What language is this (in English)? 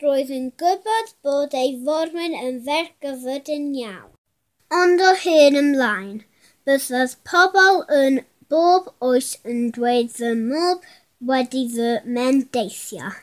Welsh